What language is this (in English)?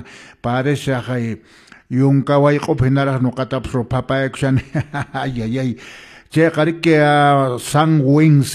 Quechua